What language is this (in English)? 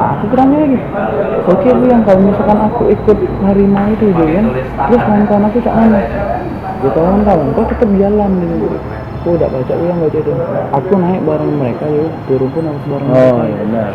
Musi